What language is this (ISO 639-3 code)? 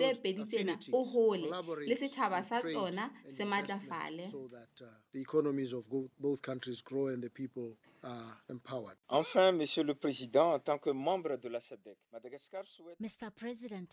sot